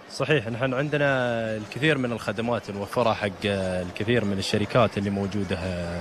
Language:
Gulf Arabic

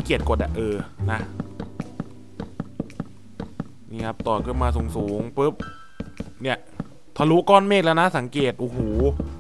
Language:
Thai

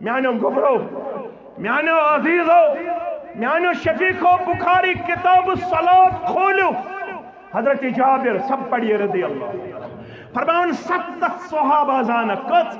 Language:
Kashmiri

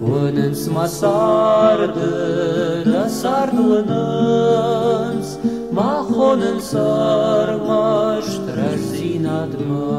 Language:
Ossetic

